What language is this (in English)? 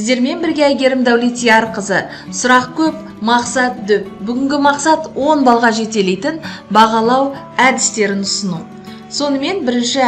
Kazakh